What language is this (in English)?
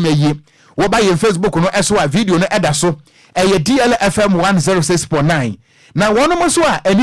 Akan